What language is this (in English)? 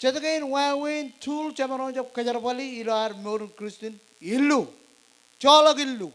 Marshallese